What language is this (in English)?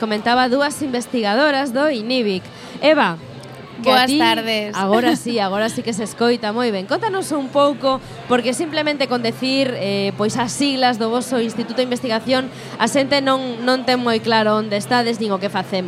Galician